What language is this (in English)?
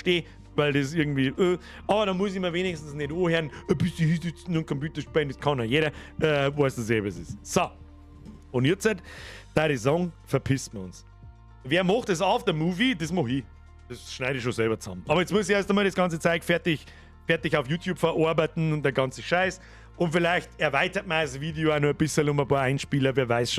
Bavarian